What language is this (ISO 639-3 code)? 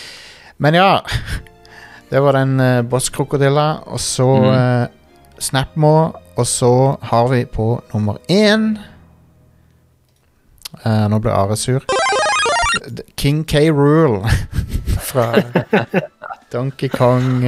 nor